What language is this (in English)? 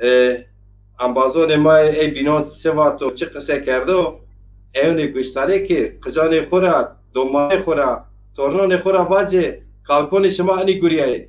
Zaza